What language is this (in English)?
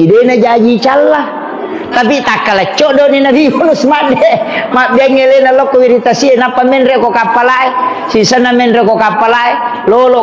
Buginese